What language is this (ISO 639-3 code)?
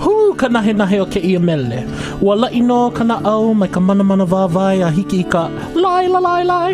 haw